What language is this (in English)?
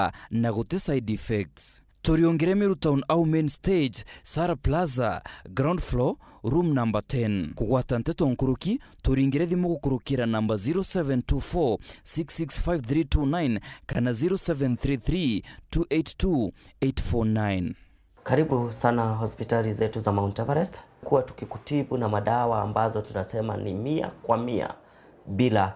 Meru